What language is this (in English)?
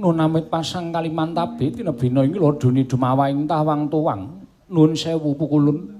Javanese